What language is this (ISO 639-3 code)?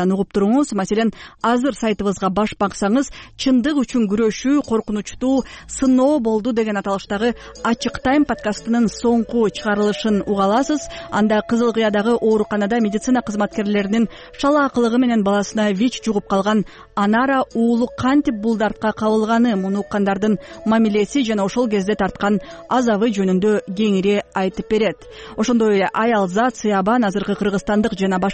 kir